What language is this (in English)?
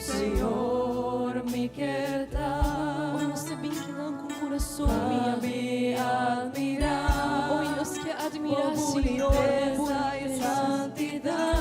Papiamento